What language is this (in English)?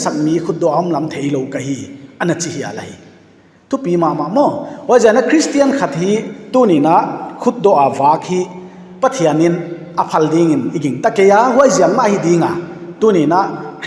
Paite Chin